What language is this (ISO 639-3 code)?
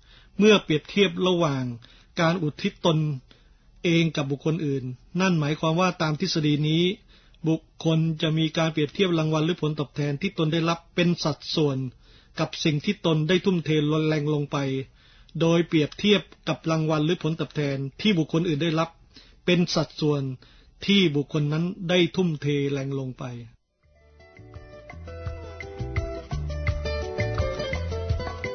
tha